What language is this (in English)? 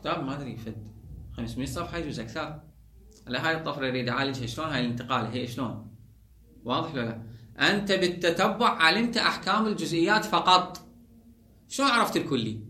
Mesopotamian Arabic